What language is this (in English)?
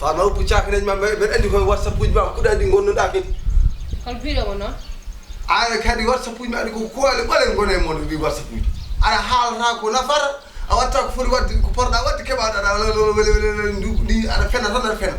Fula